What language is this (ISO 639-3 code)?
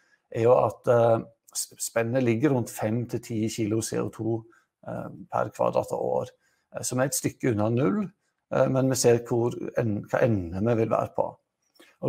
nor